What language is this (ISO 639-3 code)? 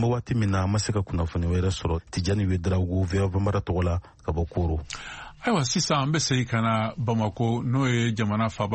bam